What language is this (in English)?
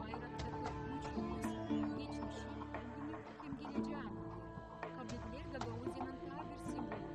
Gagauz